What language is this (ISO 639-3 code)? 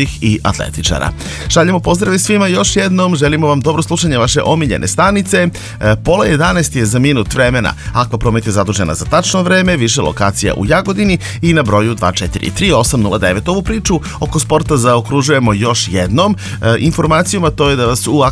srp